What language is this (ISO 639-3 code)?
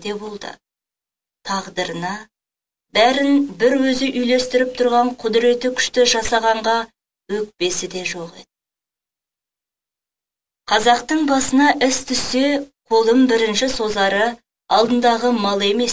kaz